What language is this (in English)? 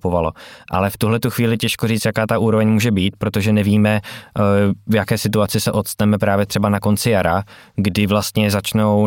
Czech